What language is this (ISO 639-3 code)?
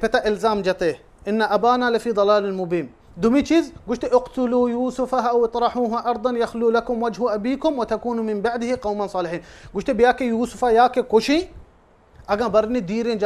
bal